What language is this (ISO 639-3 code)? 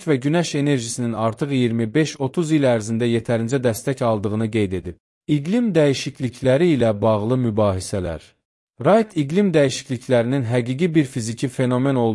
aze